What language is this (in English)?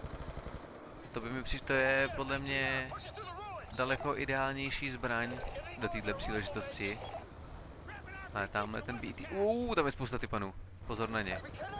Czech